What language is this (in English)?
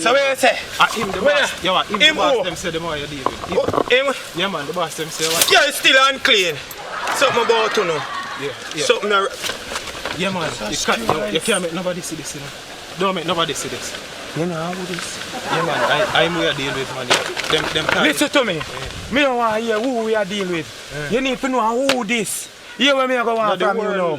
Jamaican Creole English